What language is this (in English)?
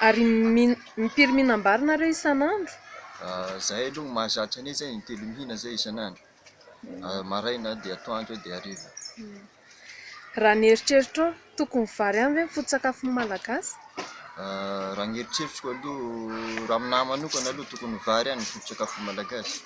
Malagasy